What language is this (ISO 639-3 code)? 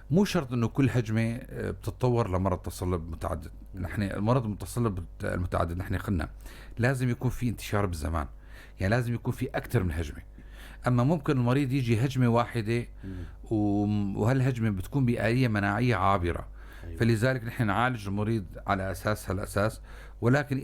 apc